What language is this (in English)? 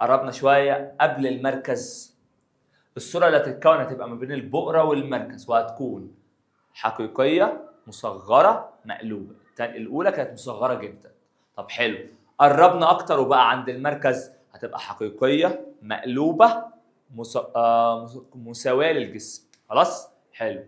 Egyptian Arabic